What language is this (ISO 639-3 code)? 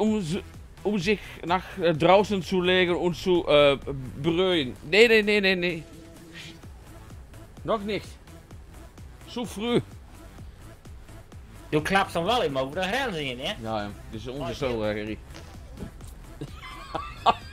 nld